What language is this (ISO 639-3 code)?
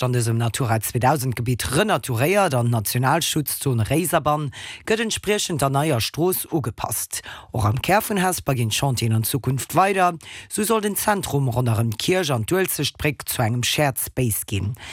ltz